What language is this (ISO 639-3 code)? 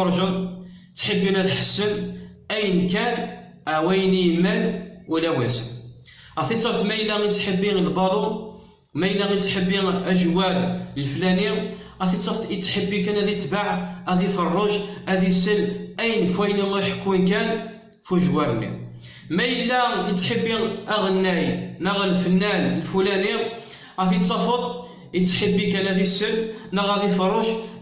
kab